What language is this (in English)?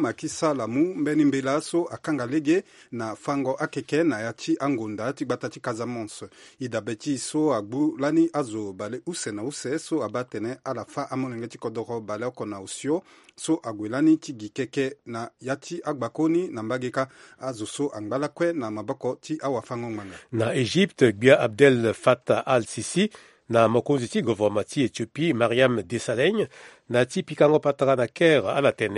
Sango